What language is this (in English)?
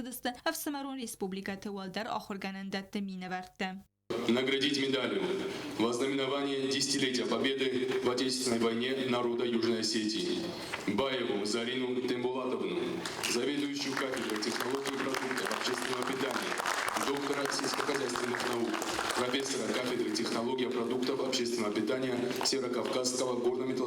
Ossetic